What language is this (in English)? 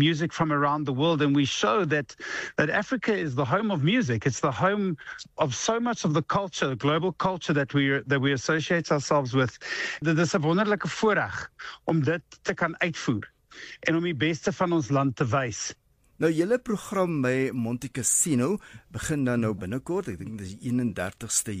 Afrikaans